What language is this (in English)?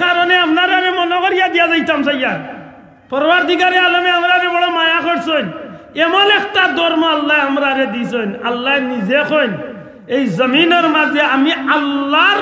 Sylheti